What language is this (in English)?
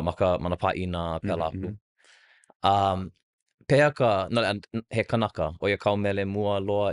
Hawaiian